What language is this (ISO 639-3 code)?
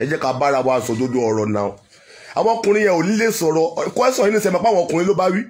yor